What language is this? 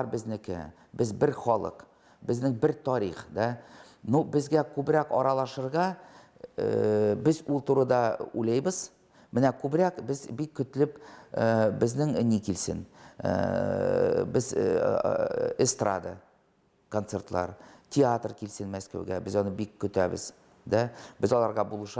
Tatar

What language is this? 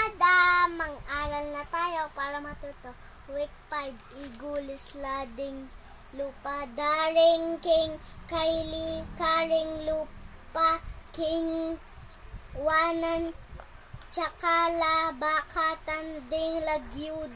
Pampanga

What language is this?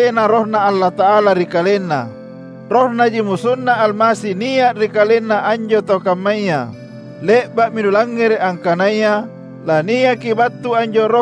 Makasar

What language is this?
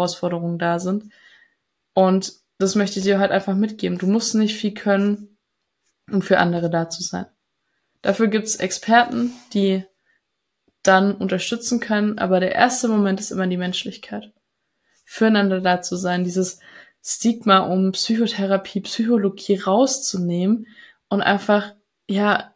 German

